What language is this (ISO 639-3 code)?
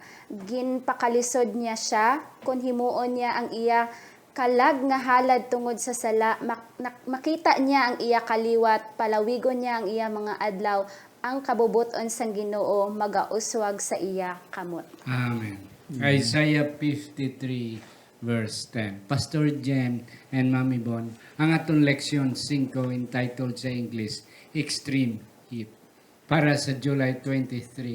hil